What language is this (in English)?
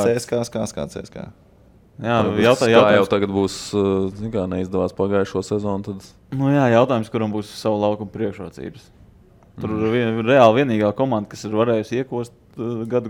Latvian